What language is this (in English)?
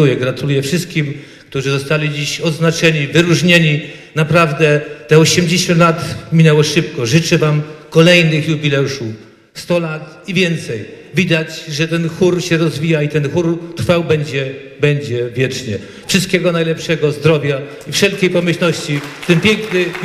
Polish